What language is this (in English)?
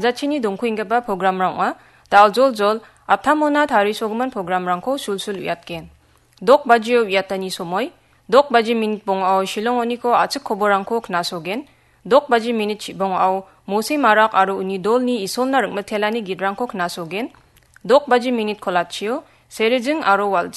Garo